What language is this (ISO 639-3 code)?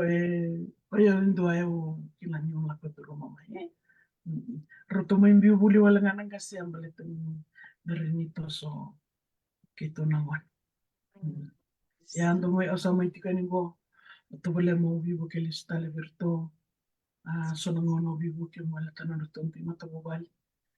fij